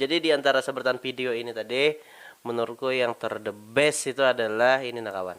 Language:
Banjar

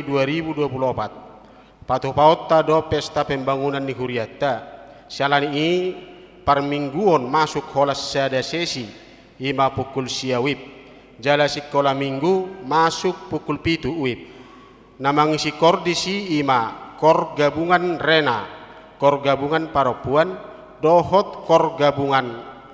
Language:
Batak Toba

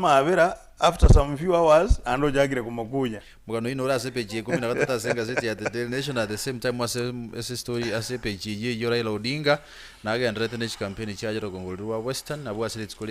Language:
Gusii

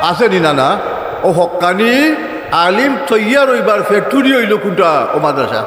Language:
Sylheti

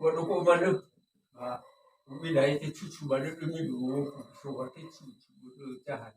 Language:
Nias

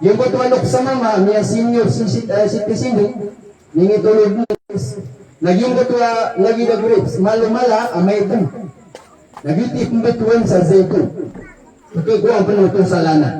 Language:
Maranao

